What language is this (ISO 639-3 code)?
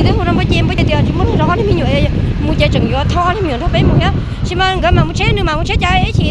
hmn